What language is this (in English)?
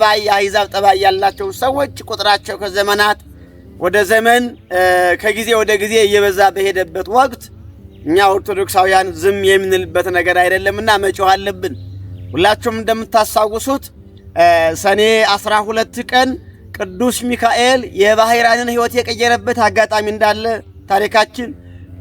Amharic